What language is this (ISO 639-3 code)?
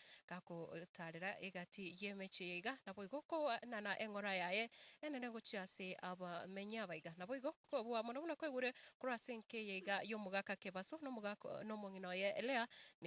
guz